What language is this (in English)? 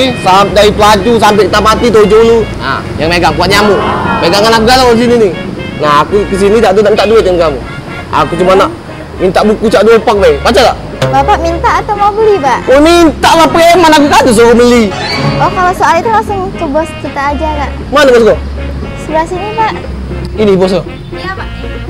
Musi